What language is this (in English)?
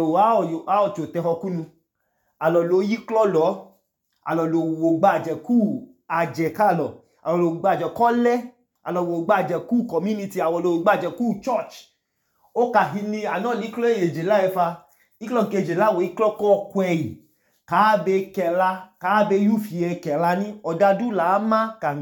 Idoma